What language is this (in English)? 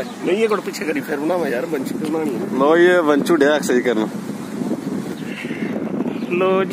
Punjabi